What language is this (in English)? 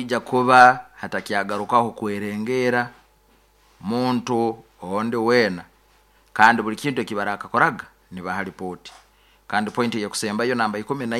Nyankole